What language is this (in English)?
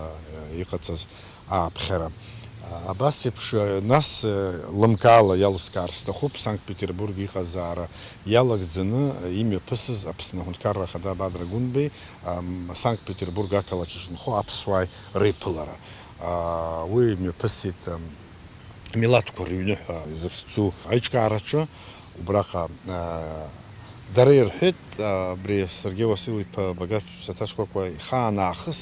Abkhazian